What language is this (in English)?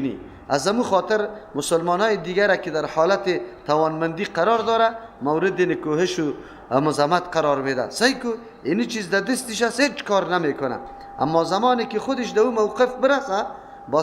Persian